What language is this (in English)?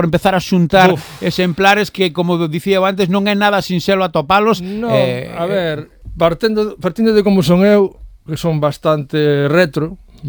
Galician